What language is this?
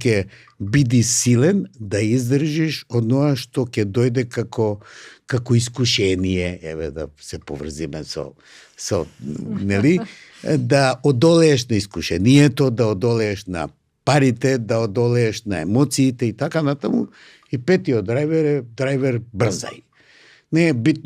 Macedonian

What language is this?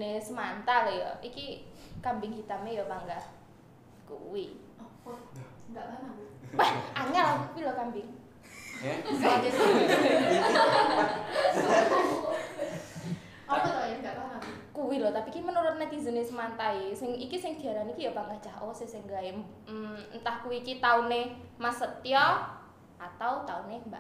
Javanese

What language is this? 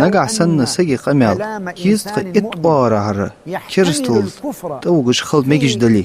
Ingush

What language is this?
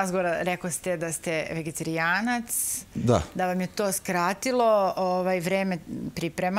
Serbian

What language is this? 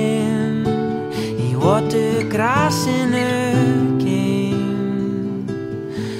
Icelandic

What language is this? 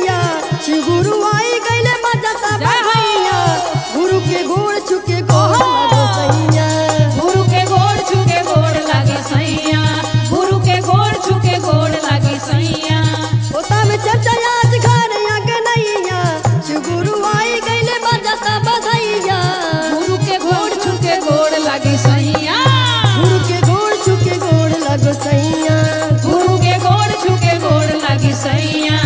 Bhojpuri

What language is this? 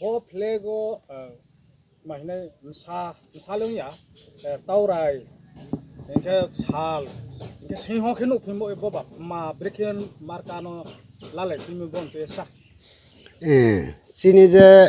Riang (India)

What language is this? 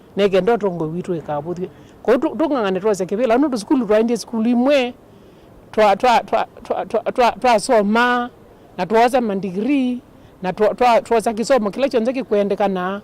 Kamba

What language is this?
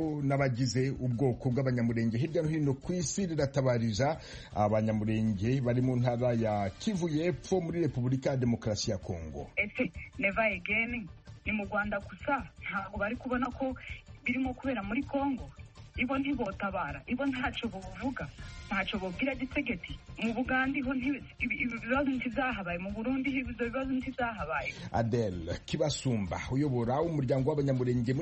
Kinyarwanda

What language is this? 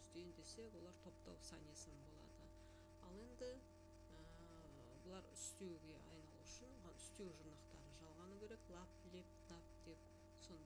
Kazakh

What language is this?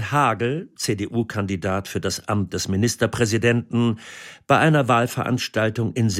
German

